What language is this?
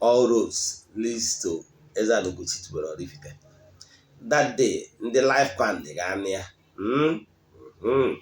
Igbo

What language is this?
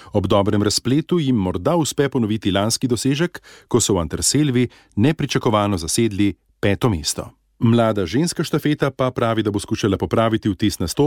Slovenian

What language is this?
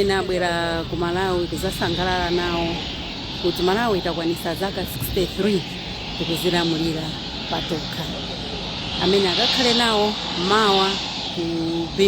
Nyanja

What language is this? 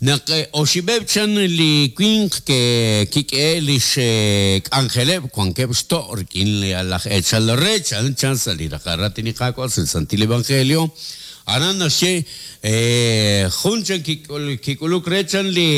Kekchí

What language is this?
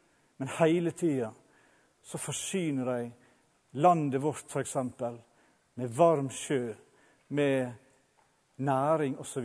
Norwegian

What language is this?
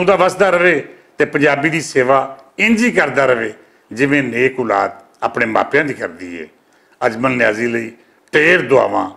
Western Panjabi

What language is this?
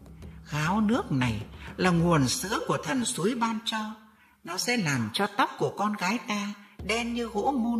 Vietnamese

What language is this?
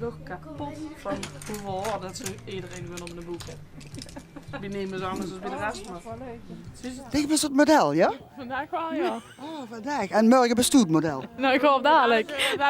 Limburgish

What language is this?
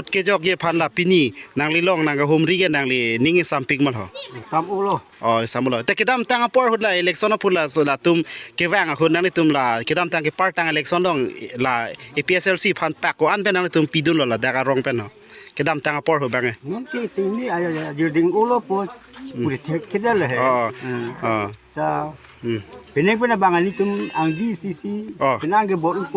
Karbi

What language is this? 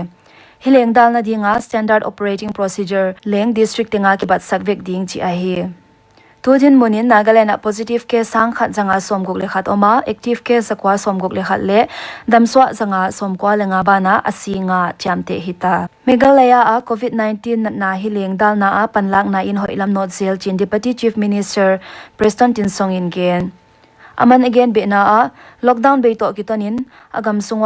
Paite Chin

